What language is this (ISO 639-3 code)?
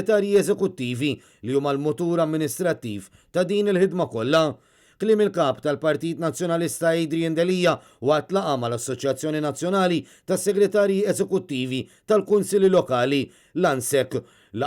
mlt